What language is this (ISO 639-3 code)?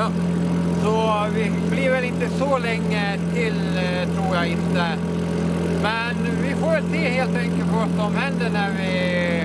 swe